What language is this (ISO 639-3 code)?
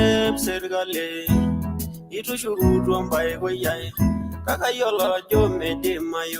mas